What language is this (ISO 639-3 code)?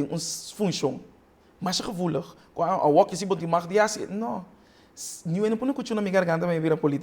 pap